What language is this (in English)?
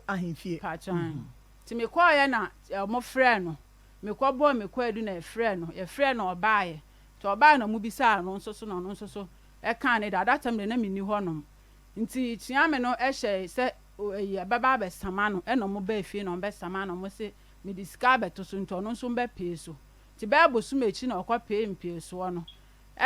Akan